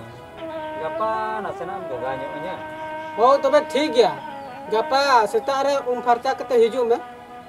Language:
Santali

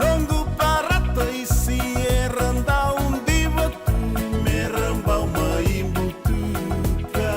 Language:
Fijian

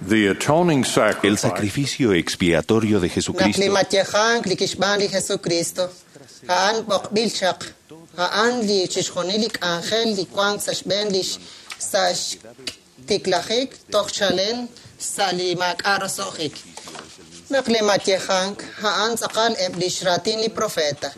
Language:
Kekchí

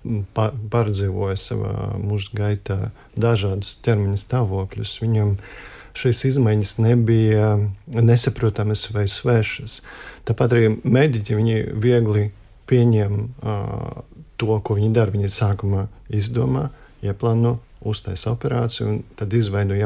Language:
Latvian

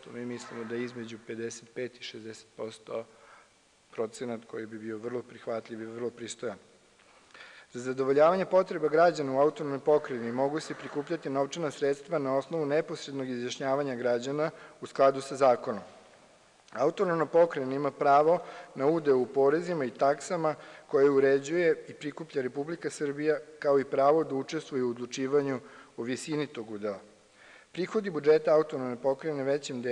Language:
Serbian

